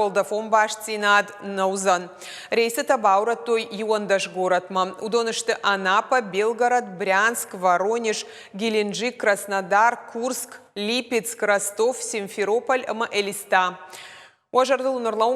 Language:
Ossetic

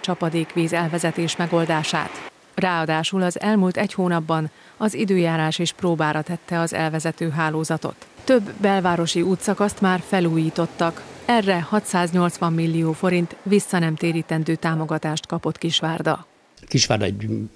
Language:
Hungarian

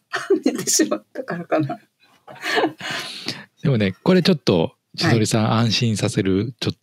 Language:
Japanese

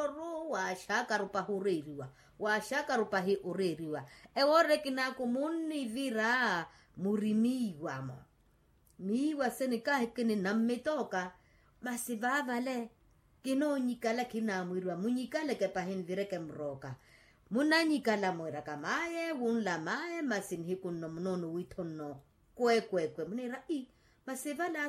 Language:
Makhuwa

